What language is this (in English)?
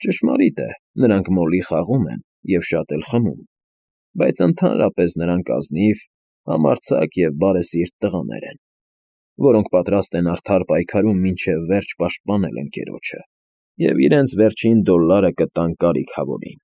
Armenian